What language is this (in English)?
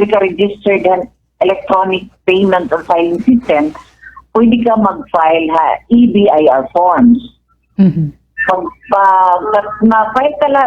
Waray